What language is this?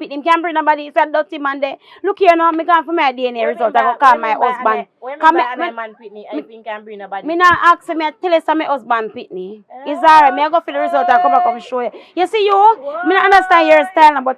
Jamaican Creole English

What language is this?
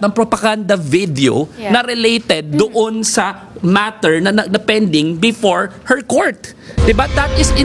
Filipino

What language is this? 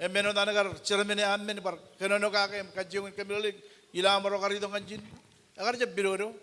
Marshallese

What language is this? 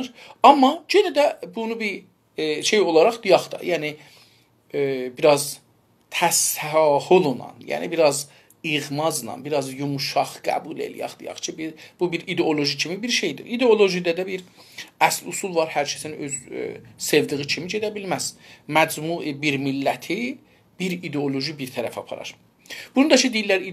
South Azerbaijani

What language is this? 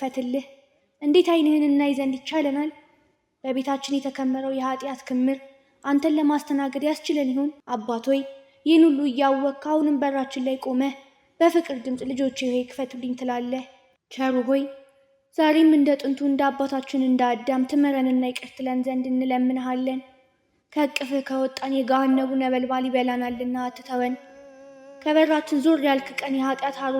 Amharic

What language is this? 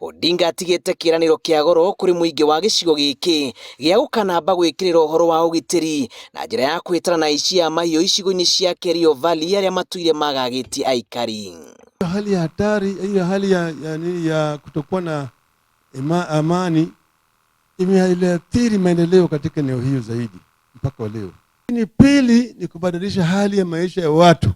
Kikuyu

